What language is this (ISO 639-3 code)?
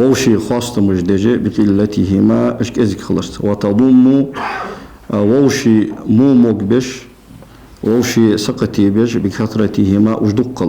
inh